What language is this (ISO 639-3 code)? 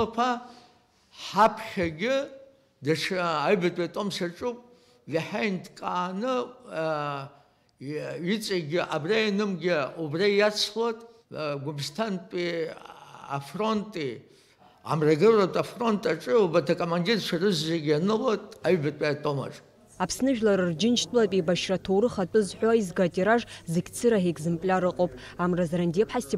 abk